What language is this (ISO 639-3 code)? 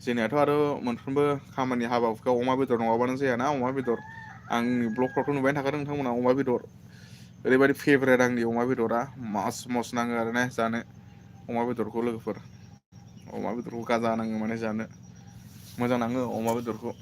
brx